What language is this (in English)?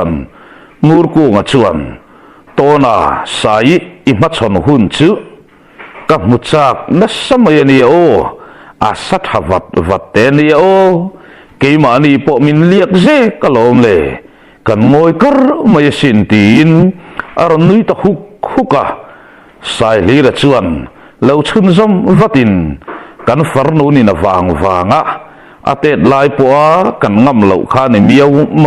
Mizo